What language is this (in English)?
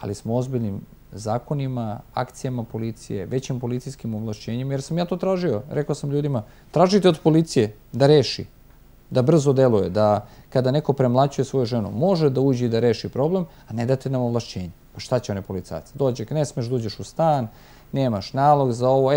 Serbian